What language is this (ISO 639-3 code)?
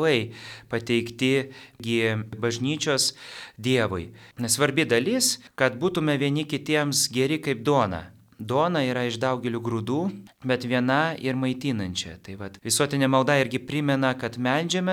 lit